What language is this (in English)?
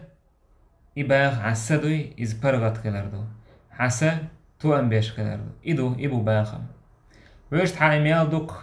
Chechen